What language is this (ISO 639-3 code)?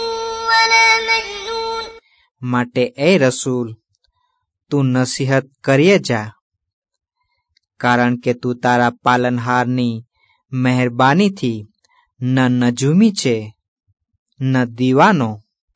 guj